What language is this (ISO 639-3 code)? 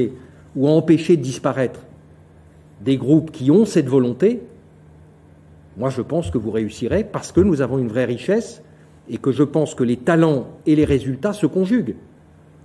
fra